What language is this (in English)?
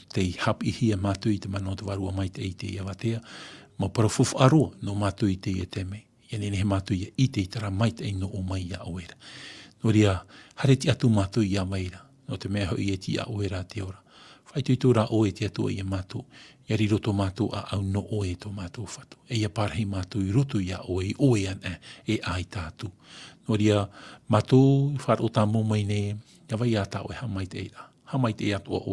Tahitian